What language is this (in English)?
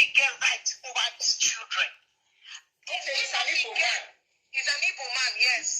Nigerian Pidgin